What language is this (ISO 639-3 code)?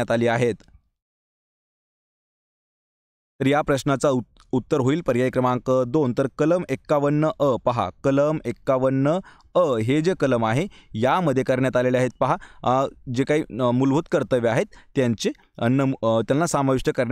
mar